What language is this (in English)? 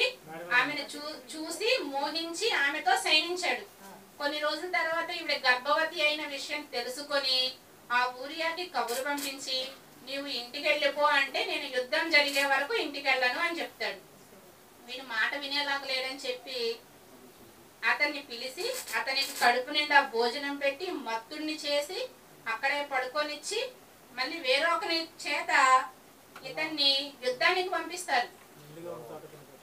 Telugu